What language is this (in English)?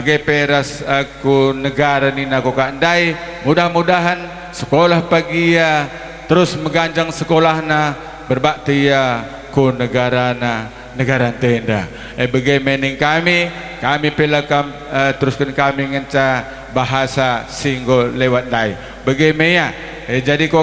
Batak Karo